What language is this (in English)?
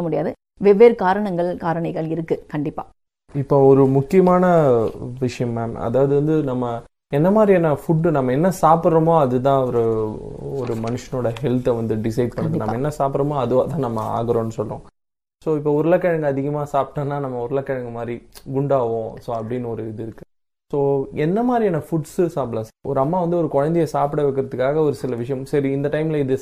Tamil